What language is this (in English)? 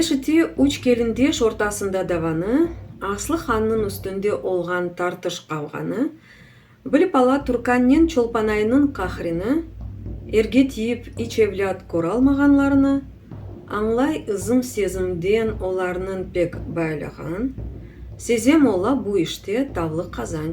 Crimean Tatar